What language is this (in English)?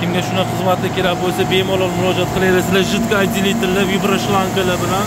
Uzbek